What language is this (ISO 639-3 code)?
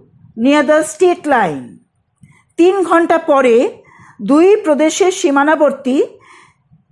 ben